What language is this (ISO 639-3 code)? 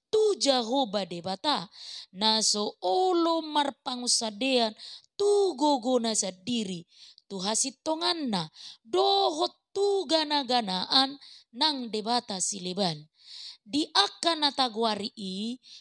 bbc